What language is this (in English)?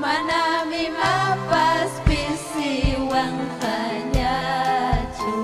Ayacucho Quechua